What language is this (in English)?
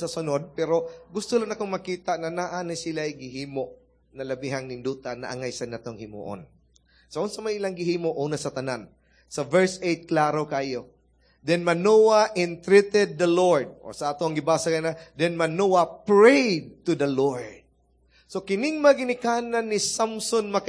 Cebuano